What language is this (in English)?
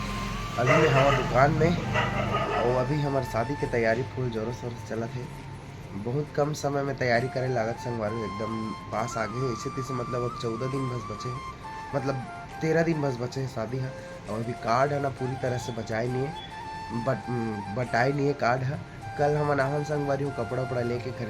Chhattisgarhi